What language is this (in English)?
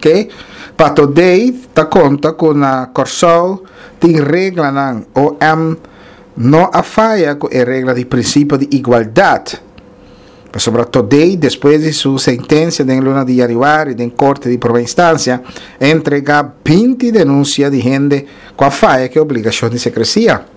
Papiamento